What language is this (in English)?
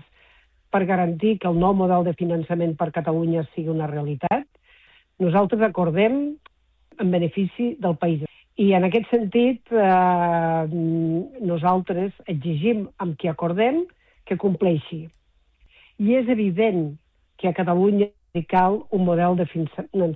Catalan